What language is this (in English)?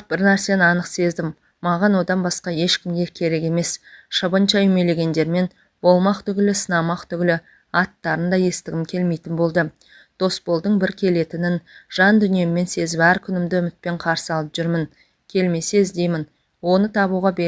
Kazakh